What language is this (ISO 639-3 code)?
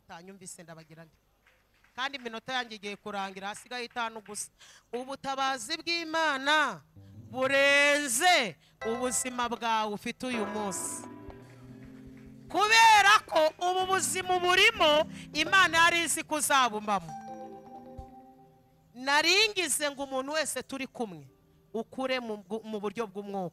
kin